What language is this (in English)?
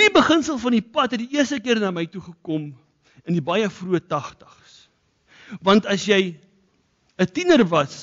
Afrikaans